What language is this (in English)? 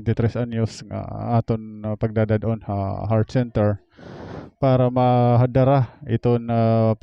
Waray